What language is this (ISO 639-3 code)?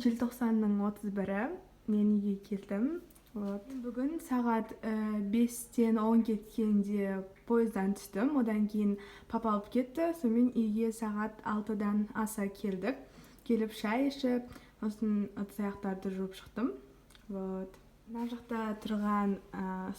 kaz